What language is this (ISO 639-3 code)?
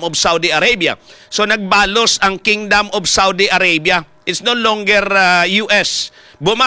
hil